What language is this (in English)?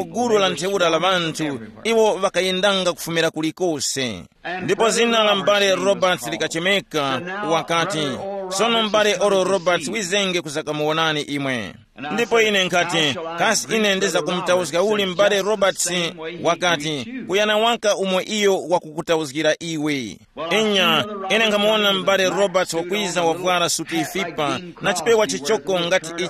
Tumbuka